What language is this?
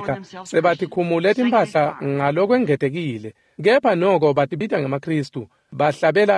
Swati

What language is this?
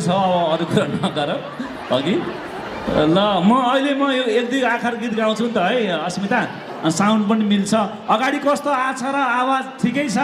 Nepali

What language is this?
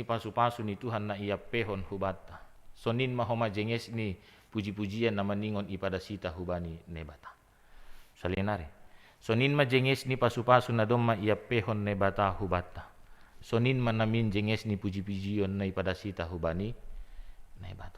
Batak Simalungun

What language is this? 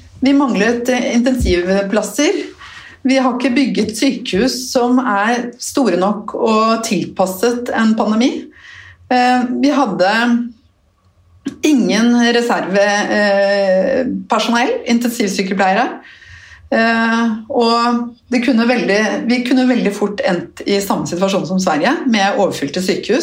Norwegian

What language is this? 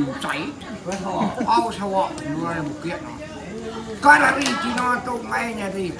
Iban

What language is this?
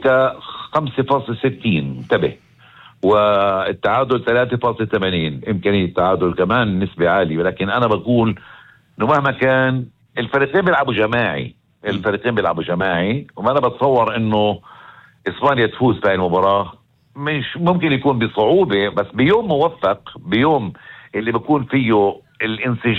North Levantine Arabic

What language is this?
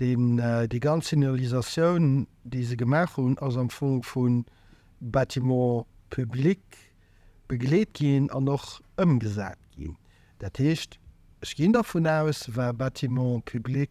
Luxembourgish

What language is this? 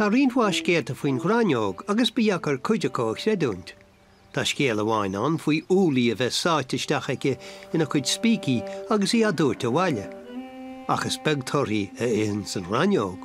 Irish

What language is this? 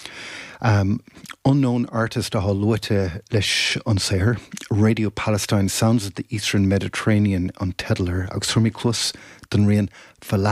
Irish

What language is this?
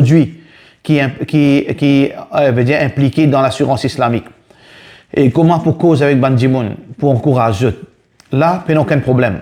Morisyen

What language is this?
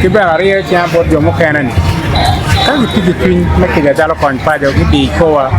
Acoli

